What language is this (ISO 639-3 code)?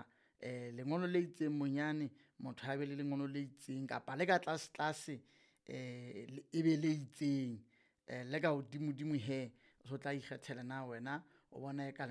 sot